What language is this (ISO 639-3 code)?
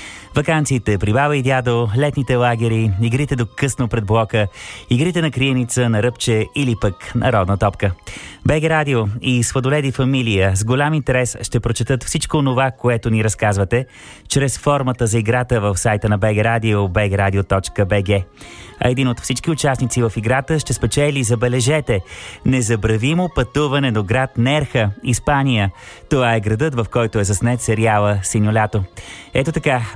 bul